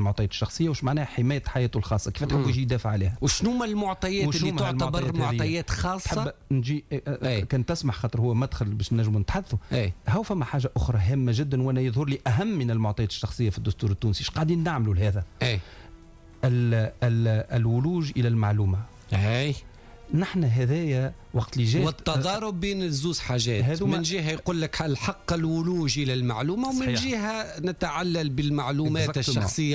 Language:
Tunisian Arabic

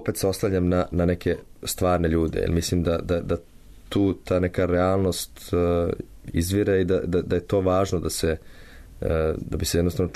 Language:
Serbian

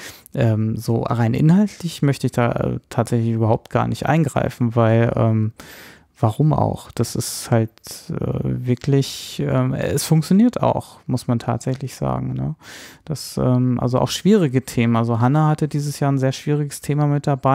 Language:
German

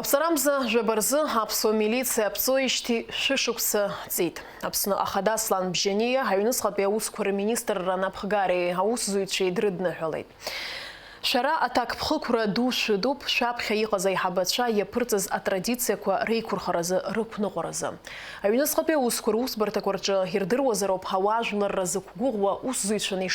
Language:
Abkhazian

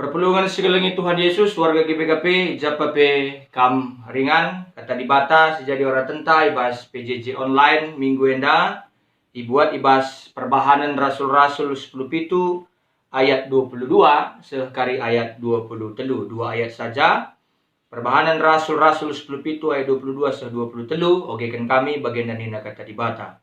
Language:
Batak Karo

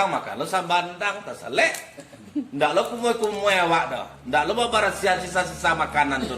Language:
Minangkabau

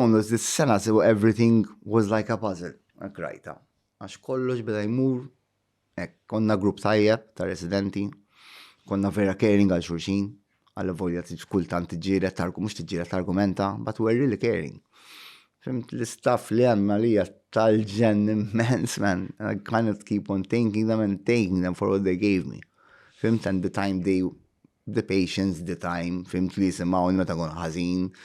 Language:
Maltese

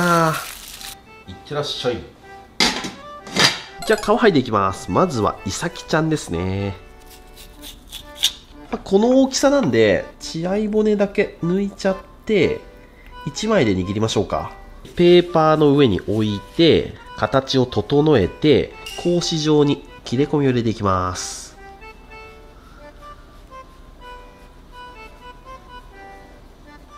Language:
Japanese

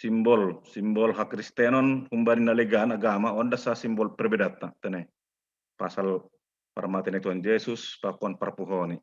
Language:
Batak Simalungun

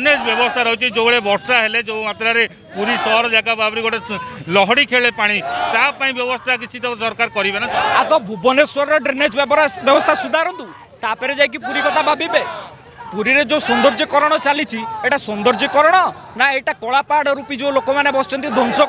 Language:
Odia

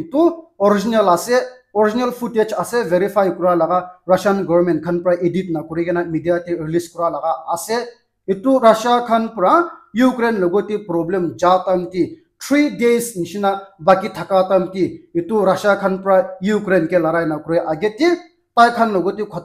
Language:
Naga Pidgin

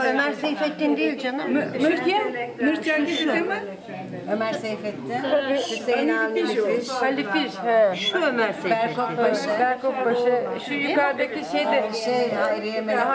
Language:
Adyghe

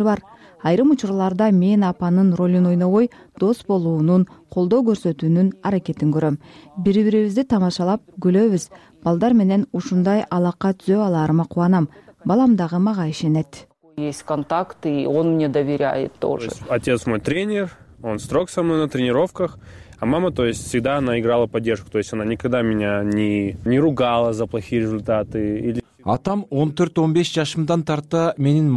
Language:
Kyrgyz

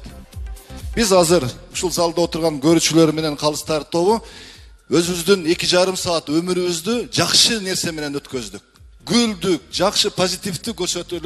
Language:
Kyrgyz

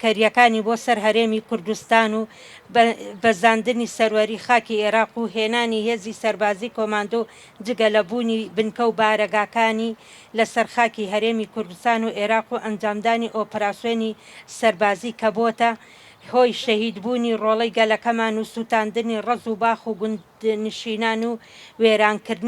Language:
Central Kurdish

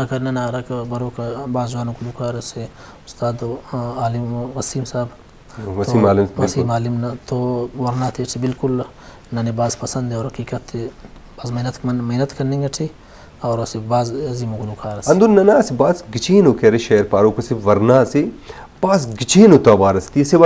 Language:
Brahui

